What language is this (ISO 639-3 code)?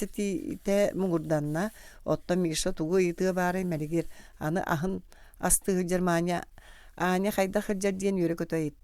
sah